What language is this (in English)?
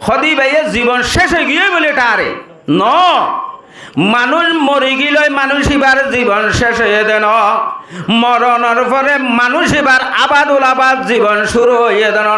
Rohingya